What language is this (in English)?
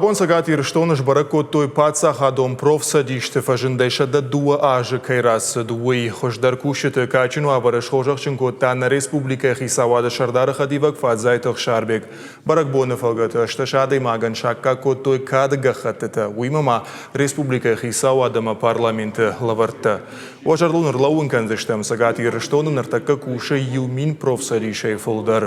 Ossetic